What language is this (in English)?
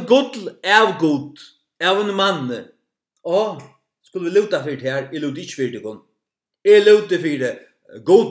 Faroese